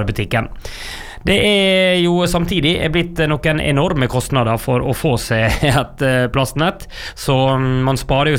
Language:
Norwegian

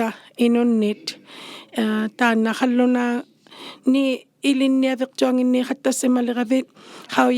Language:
Inuktitut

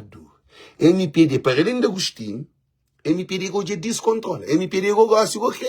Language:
Kabuverdianu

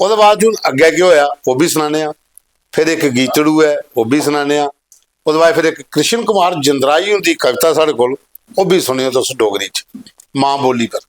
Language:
Dogri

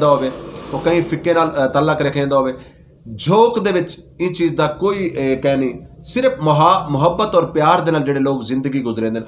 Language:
Saraiki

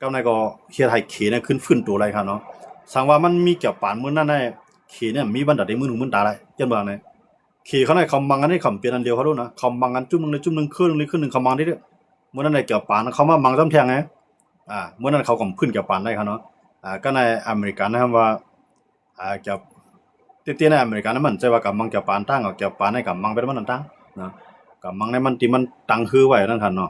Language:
Shan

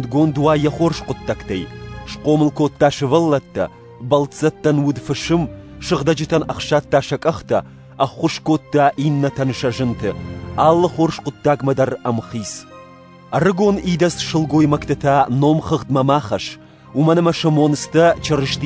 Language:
Ossetic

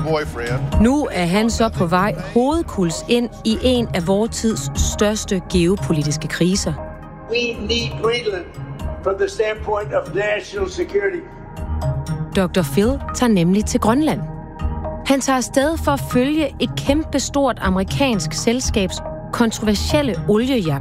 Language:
Danish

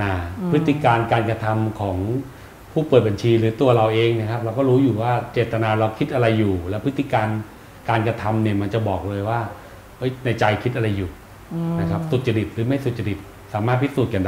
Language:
Thai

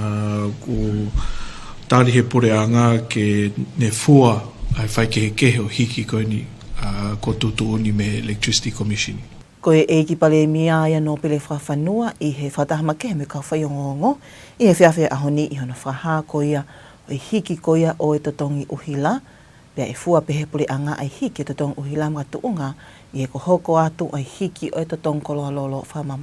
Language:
Tongan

